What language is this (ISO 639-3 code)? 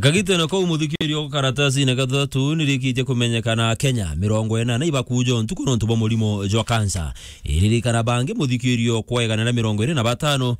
mer